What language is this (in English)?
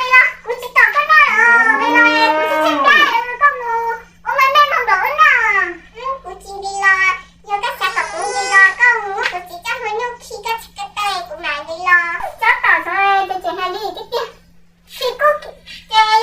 Hmong